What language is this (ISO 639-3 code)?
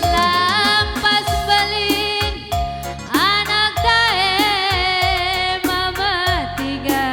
btx